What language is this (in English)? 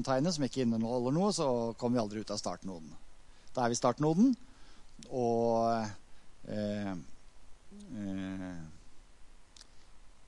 Norwegian